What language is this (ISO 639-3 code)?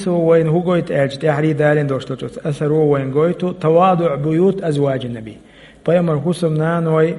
che